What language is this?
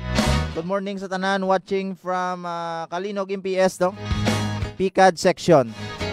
Hiligaynon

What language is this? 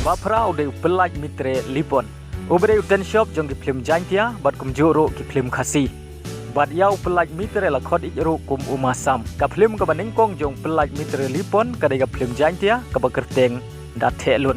Khasi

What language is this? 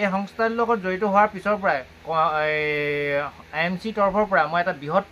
Assamese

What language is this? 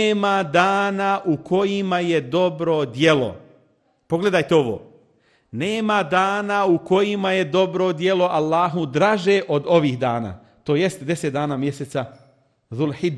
Bosnian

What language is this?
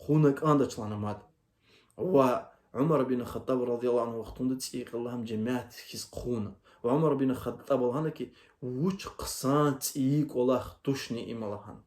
Lezghian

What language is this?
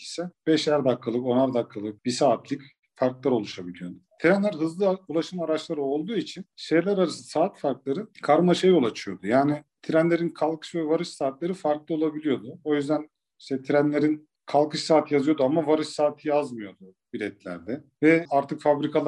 Turkish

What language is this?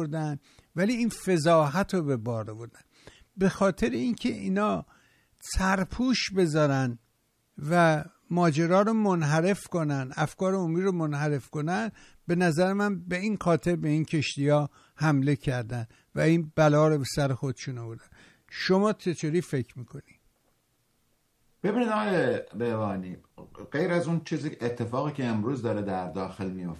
Persian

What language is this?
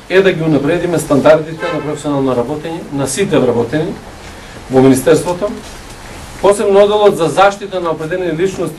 Macedonian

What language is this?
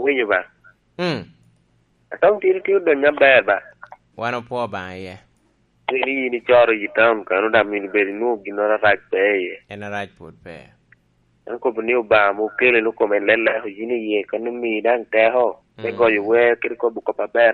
Lango (Uganda)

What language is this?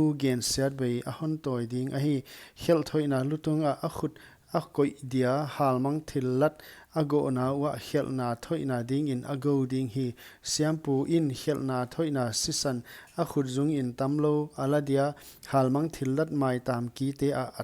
Paite Chin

